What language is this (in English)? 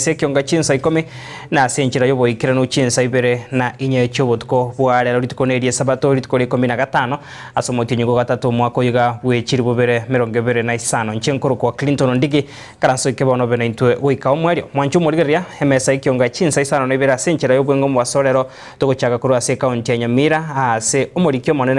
Gusii